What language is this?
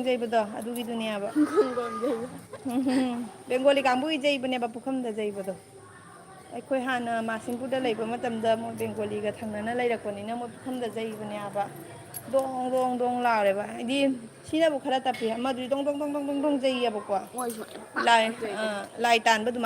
Manipuri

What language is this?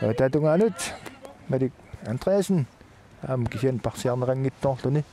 Kalaallisut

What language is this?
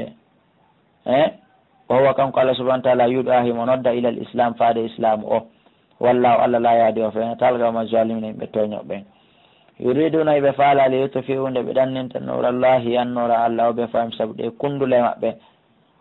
Pular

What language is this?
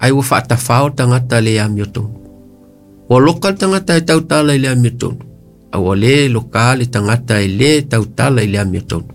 Samoan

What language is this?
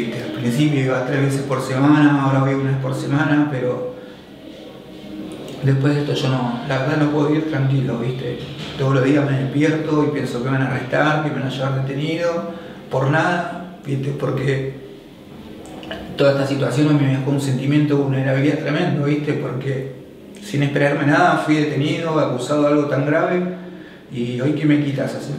Spanish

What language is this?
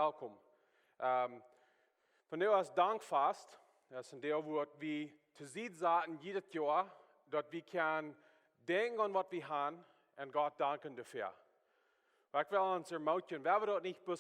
Plautdietsch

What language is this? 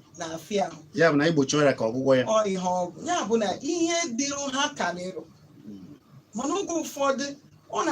Igbo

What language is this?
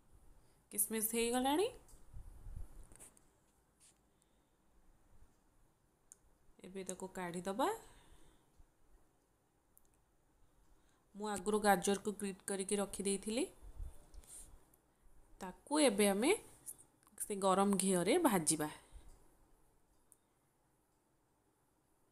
Odia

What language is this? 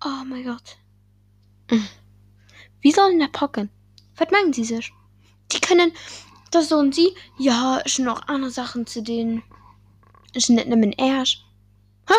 Luxembourgish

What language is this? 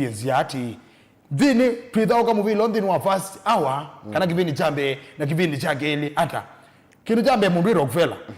Kamba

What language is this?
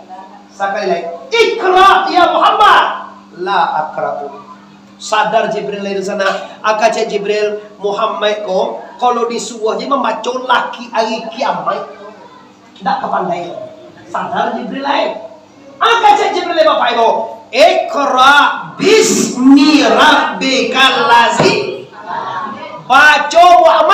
Minangkabau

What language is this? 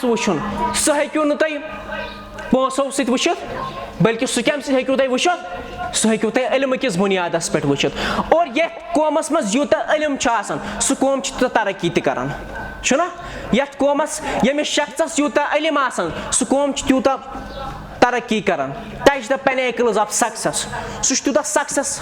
Kashmiri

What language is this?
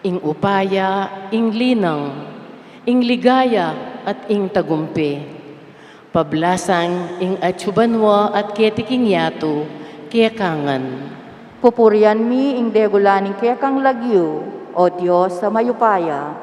Pampanga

